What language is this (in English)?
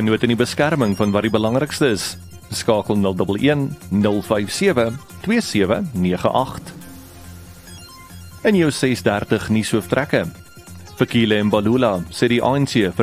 Afrikaans